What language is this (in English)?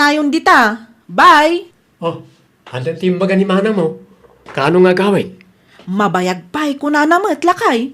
Iloko